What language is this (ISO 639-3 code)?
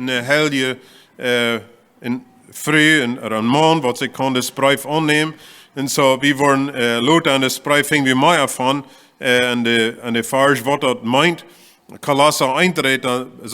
pdt